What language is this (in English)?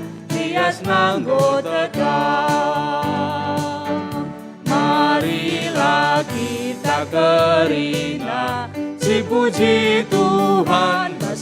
Batak Karo